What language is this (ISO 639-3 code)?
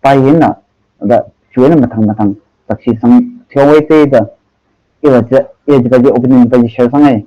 nmf